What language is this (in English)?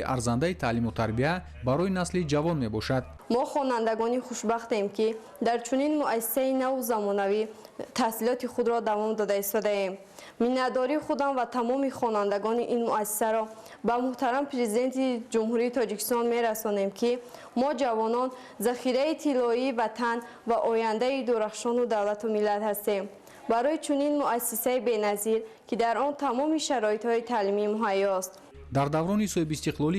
Tajik